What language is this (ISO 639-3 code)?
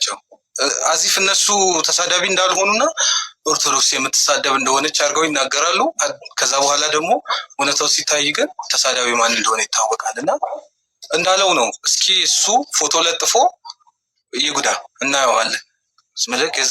amh